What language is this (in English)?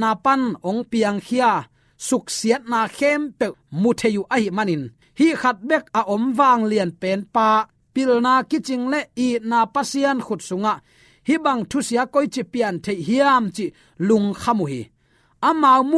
Tedim Chin